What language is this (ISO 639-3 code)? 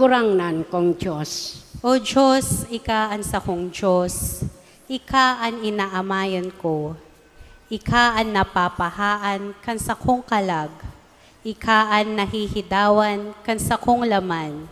bik